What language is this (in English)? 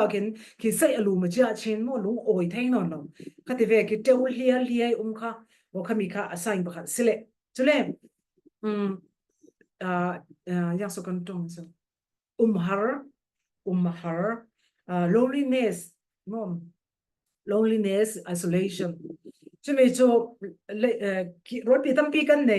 Falam Chin